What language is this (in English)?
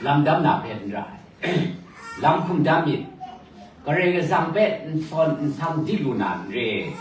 Kachin